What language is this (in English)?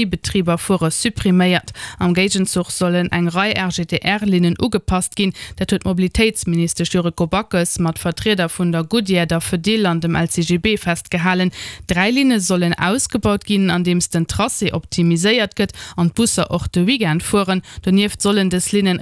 Luxembourgish